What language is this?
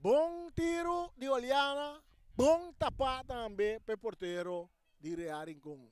Papiamento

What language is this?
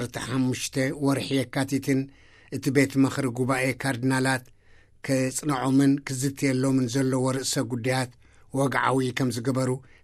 Tigrinya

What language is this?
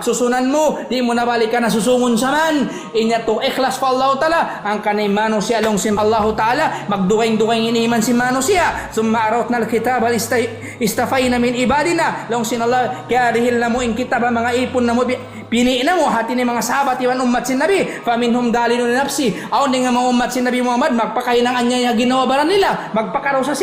Tausug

